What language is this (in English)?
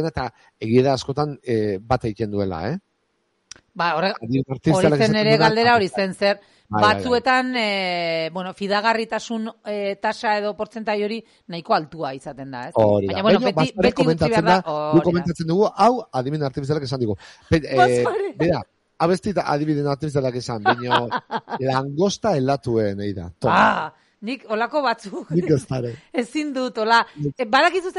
Basque